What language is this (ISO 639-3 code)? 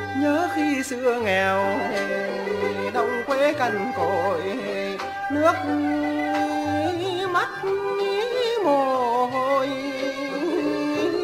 vie